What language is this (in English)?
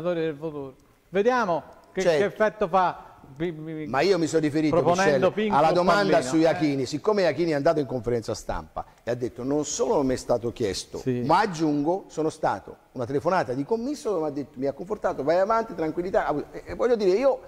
Italian